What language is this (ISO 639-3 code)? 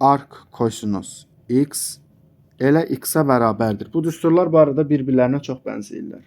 aze